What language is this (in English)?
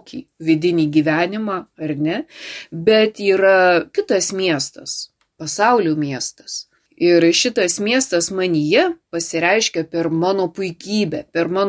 Lithuanian